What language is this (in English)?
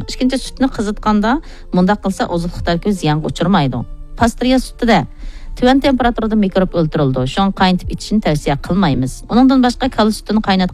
Uyghur